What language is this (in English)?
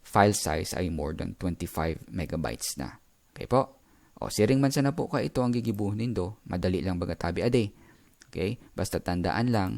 Bikol